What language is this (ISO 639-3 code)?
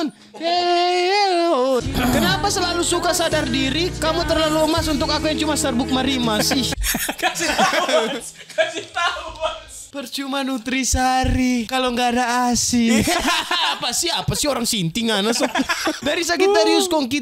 xmm